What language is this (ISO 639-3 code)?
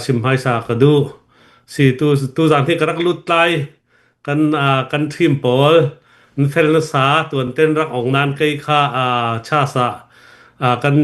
cnh